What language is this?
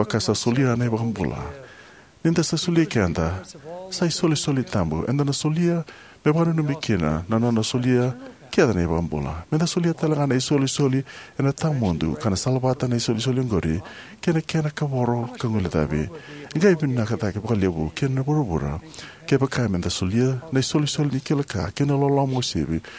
Fijian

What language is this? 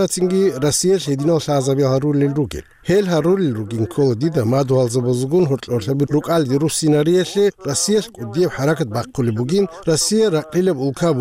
Avaric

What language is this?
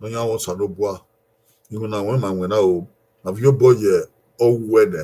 Bini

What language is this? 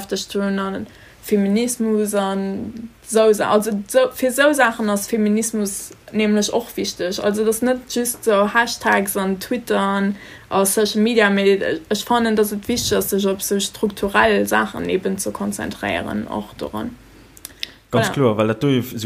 Luxembourgish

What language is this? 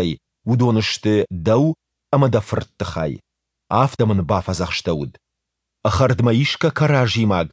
Ossetic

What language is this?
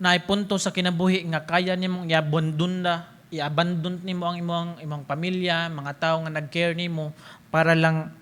Cebuano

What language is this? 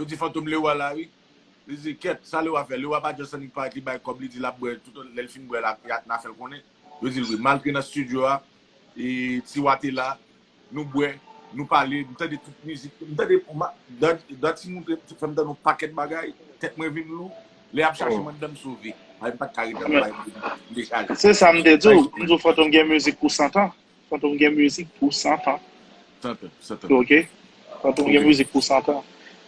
Haitian Creole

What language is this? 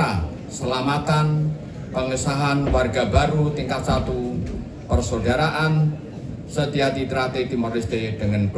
Tetum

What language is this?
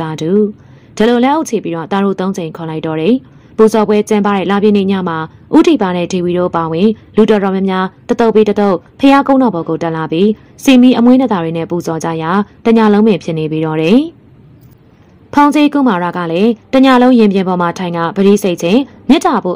Burmese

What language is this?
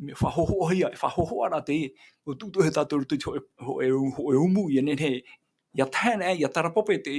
Tahitian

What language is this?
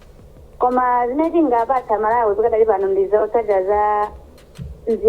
Nyanja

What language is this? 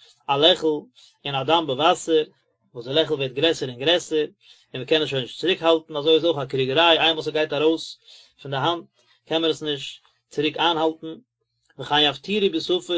Yiddish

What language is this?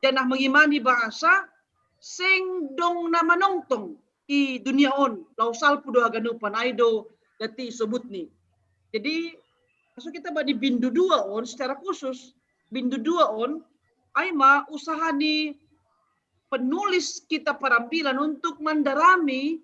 Batak Simalungun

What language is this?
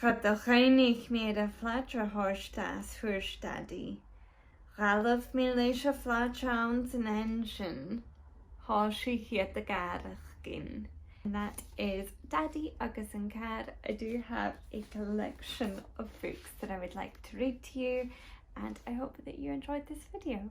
Scottish Gaelic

